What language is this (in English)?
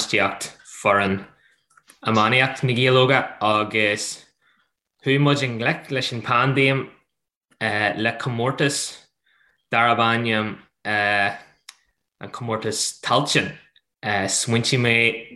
Irish